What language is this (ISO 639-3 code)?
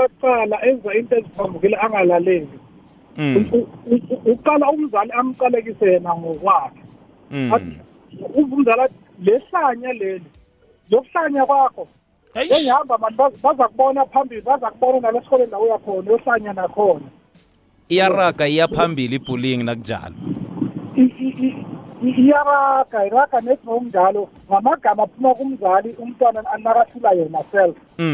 nbl